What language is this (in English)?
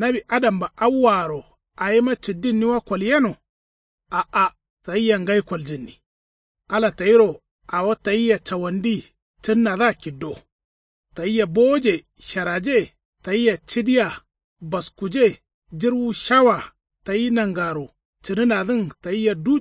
Kanuri